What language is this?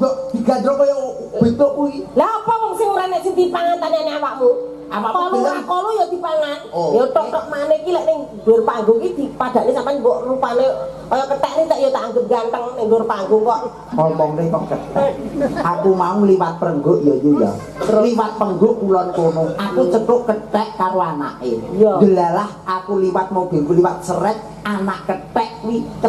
Javanese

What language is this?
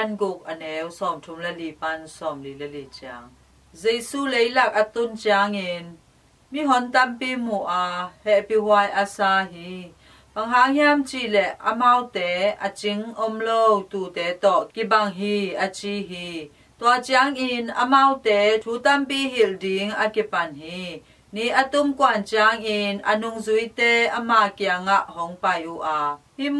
Tedim Chin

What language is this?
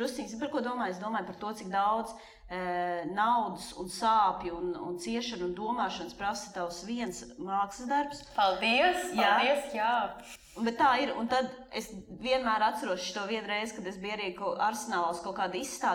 Latvian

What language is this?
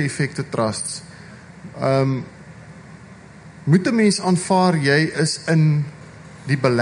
Afrikaans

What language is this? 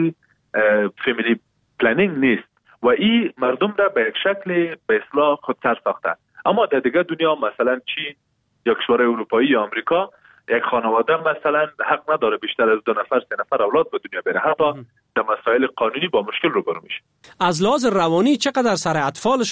Persian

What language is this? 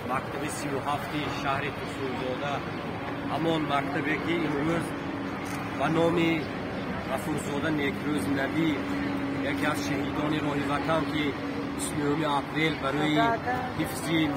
Tajik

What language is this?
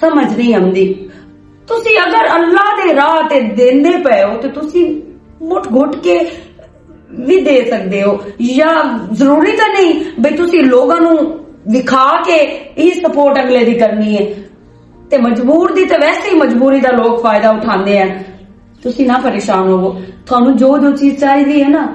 Western Panjabi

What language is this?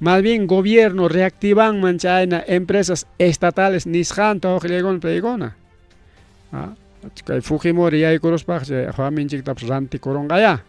Ayacucho Quechua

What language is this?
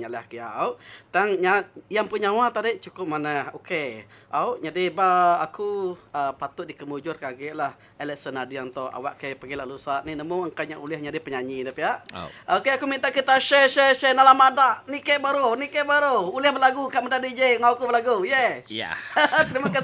Iban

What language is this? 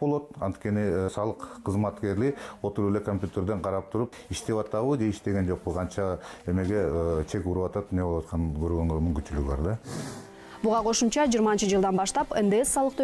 Kyrgyz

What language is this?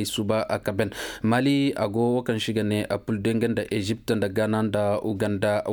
Koyraboro Senni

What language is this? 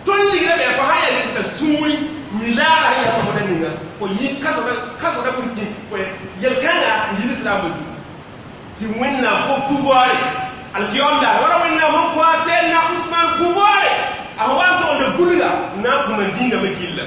Mossi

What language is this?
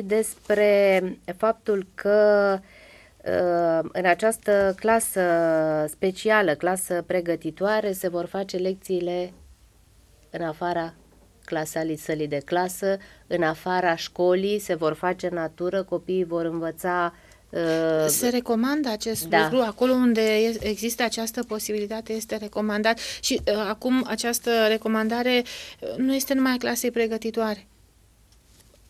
Romanian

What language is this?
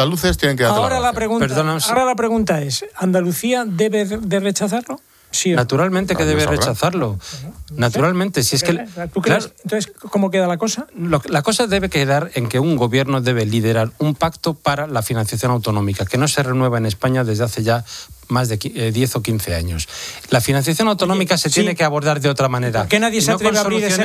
Spanish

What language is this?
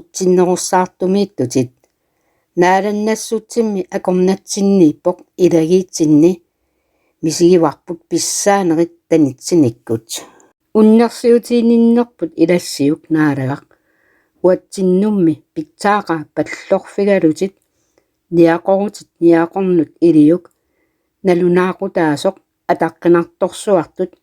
Kalaallisut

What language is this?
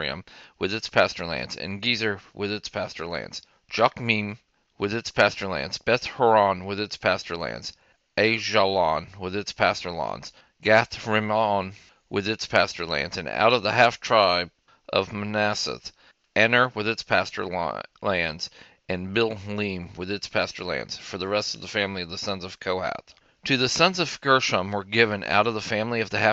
English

